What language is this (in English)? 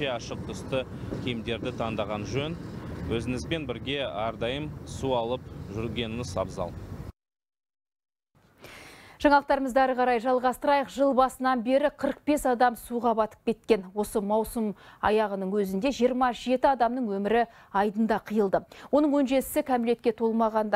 Kazakh